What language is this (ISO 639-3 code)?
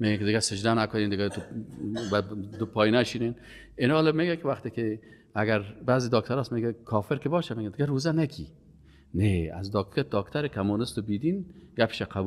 fas